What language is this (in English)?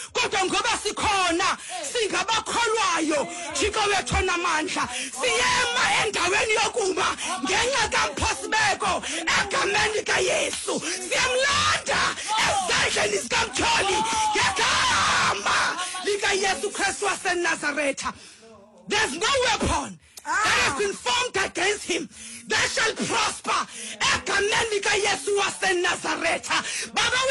Xhosa